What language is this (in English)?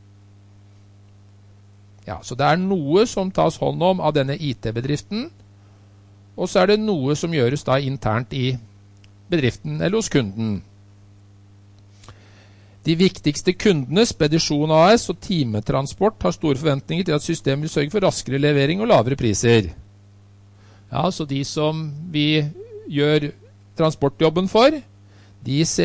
Norwegian